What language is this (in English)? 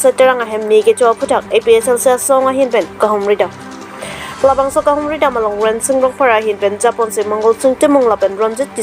Karbi